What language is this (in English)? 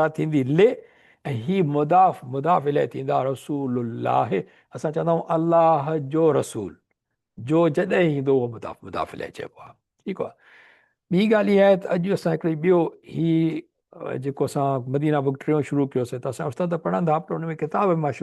Sindhi